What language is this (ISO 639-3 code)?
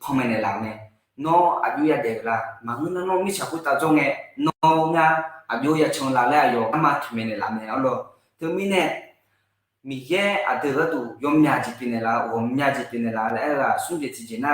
ahk